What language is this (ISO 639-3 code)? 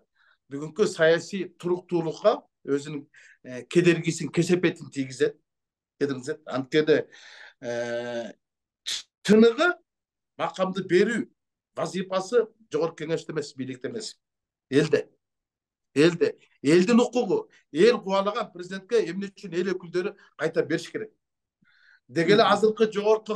kir